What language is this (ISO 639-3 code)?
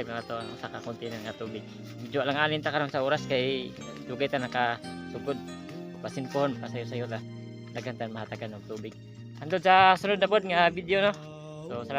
ceb